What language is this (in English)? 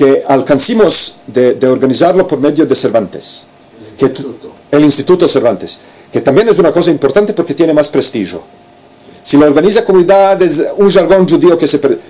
Ladino